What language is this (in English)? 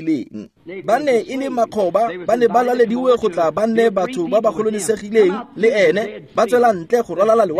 Tswana